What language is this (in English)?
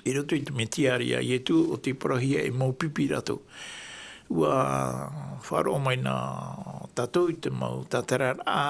Tahitian